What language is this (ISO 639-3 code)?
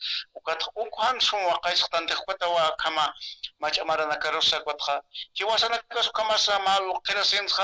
aym